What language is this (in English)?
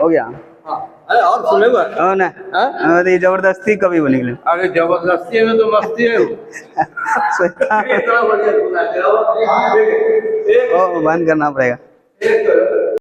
Angika